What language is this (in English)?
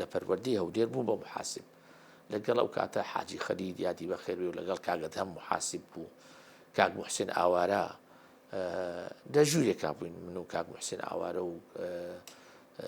Central Kurdish